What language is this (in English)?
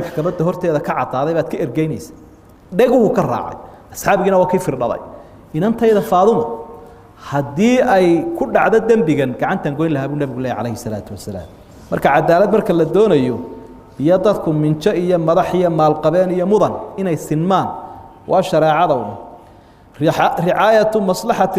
Somali